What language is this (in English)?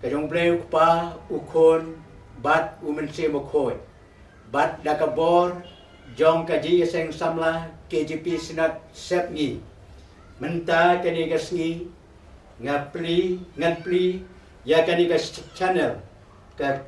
Khasi